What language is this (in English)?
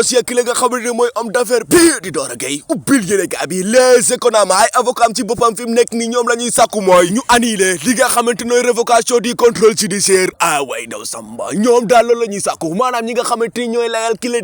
Wolof